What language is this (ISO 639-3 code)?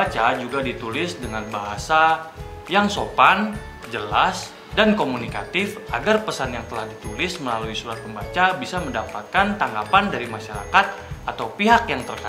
ind